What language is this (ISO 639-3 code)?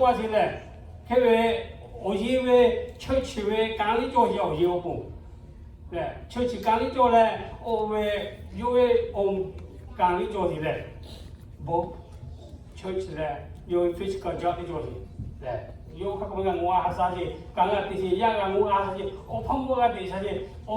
lhu